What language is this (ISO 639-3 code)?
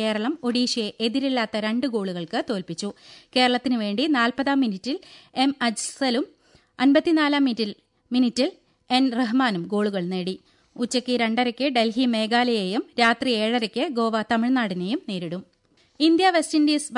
mal